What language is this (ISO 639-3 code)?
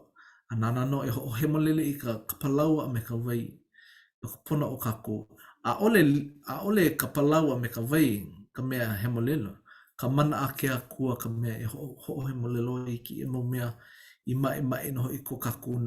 haw